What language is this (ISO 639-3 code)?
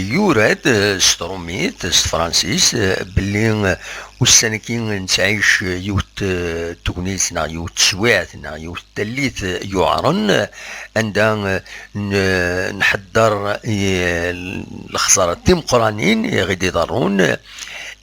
kab